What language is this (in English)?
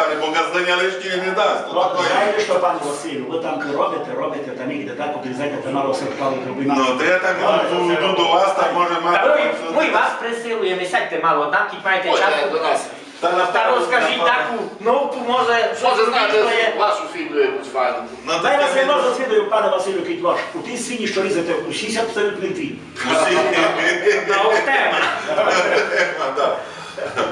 Rusyn